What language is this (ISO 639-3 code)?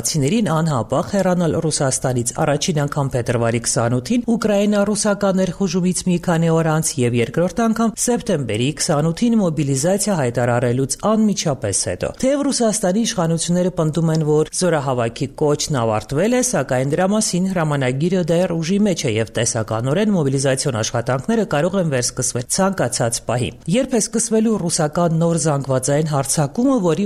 hye